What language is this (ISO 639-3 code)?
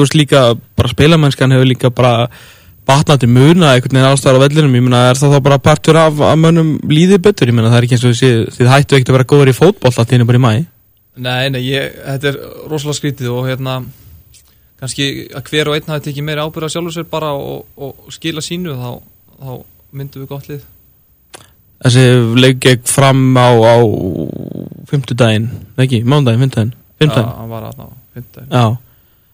isl